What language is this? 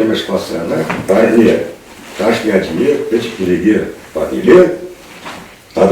Chuvash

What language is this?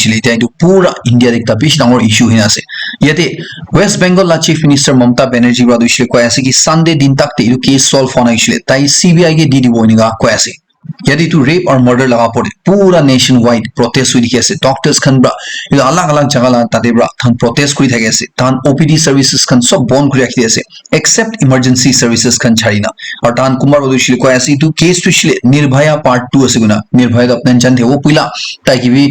Naga Pidgin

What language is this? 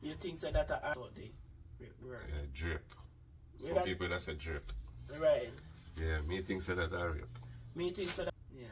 Jamaican Creole English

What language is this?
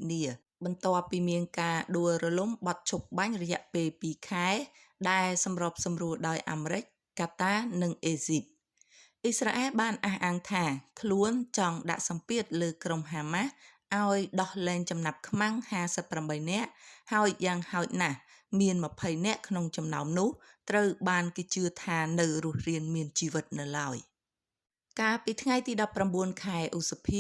Khmer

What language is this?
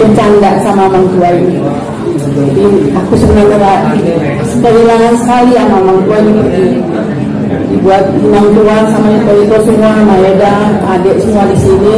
Batak Angkola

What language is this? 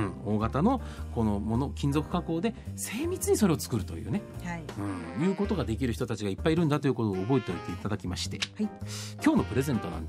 Japanese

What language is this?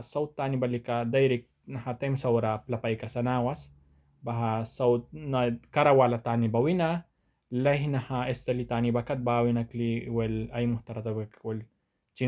Mískito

